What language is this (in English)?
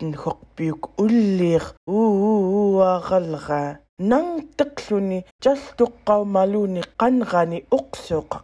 Central Yupik